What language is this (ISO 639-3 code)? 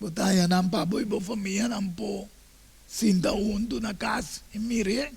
pap